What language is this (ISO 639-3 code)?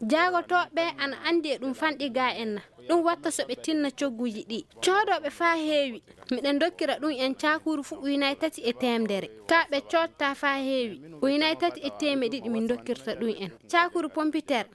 ffm